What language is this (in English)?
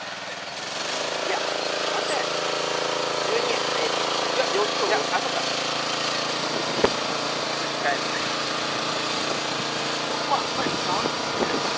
Japanese